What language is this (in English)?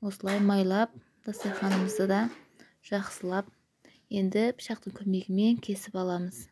Kazakh